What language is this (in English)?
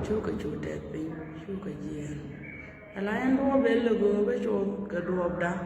Nuer